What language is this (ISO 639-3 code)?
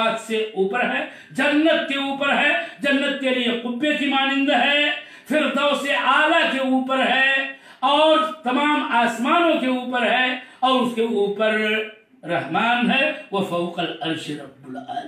urd